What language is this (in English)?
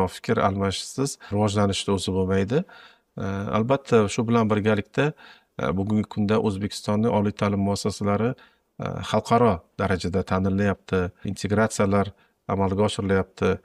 Uzbek